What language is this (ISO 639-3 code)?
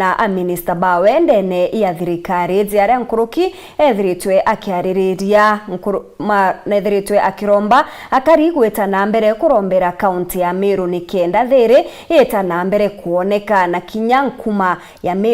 mer